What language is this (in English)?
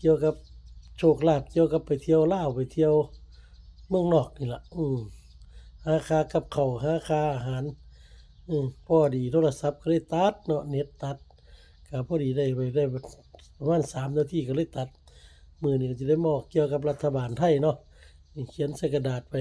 Northeastern Thai